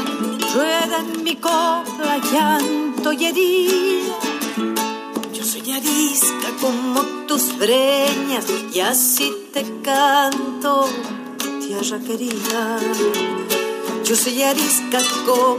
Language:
Spanish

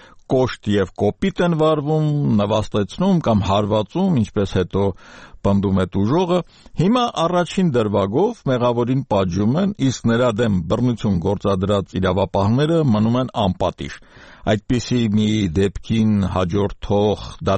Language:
Armenian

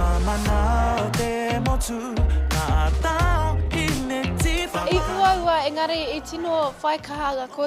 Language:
Māori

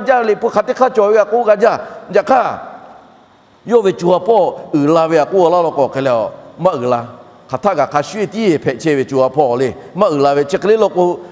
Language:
Lahu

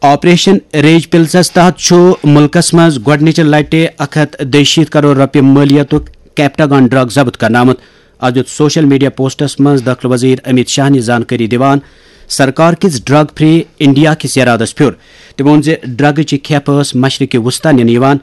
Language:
Kashmiri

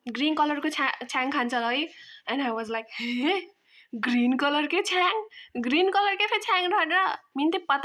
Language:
Nepali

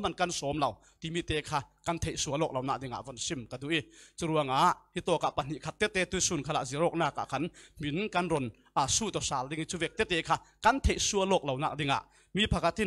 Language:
Falam Chin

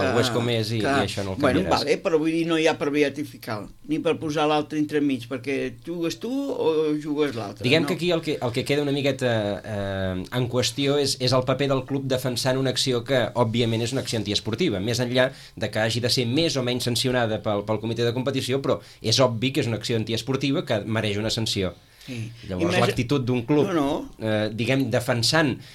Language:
Catalan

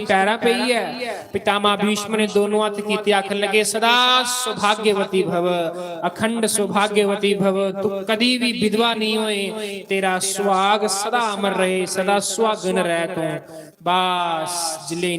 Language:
Dogri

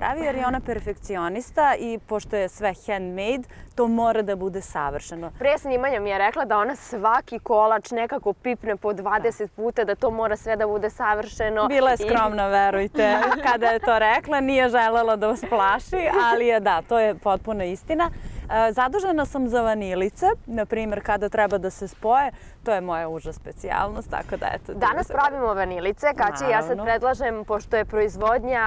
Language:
Serbian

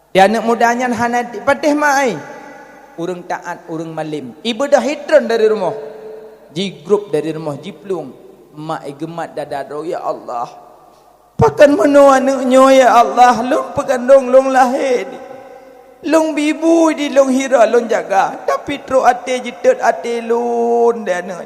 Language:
Achinese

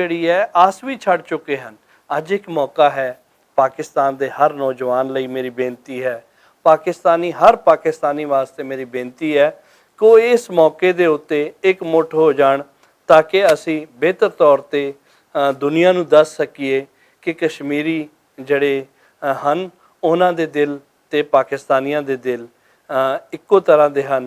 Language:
Western Panjabi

